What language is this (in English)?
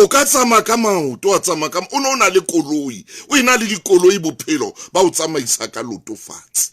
Southern Sotho